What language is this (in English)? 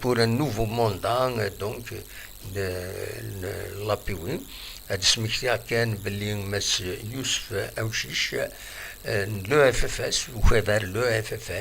Kabyle